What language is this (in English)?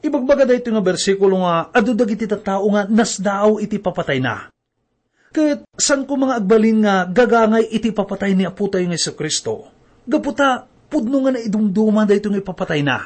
Iloko